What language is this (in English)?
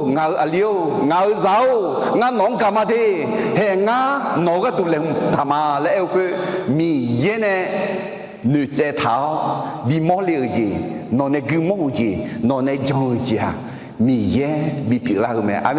Akha